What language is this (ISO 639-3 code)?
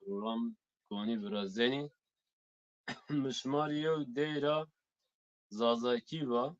zza